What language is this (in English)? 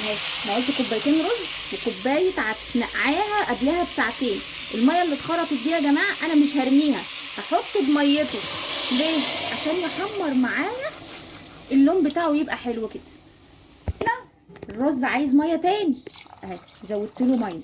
Egyptian Arabic